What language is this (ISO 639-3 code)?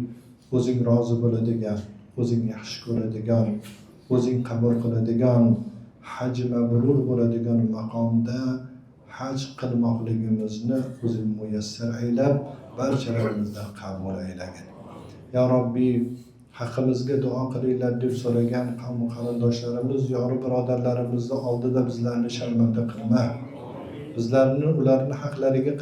uzb